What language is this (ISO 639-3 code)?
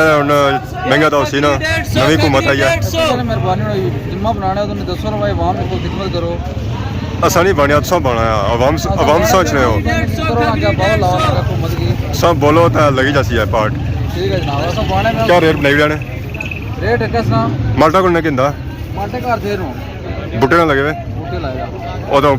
phr